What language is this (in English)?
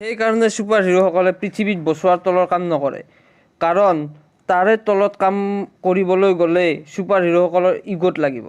Assamese